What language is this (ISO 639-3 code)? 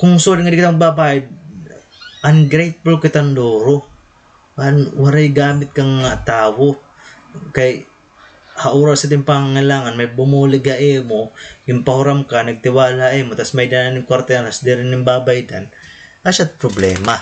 war